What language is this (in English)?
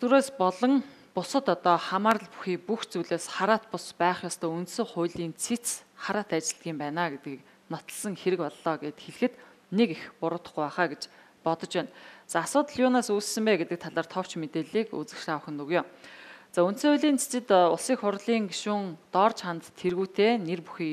Mongolian